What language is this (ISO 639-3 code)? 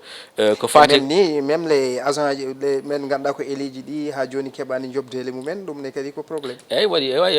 ful